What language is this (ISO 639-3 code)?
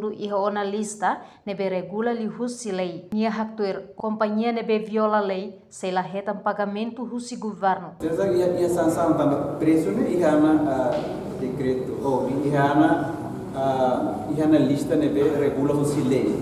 tet